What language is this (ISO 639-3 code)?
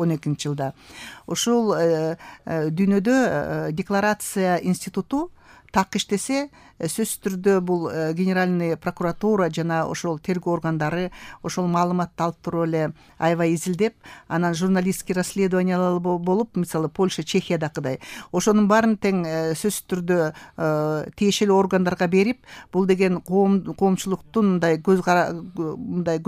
kir